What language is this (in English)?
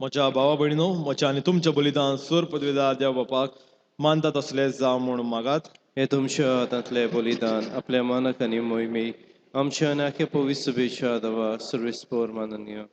Konkani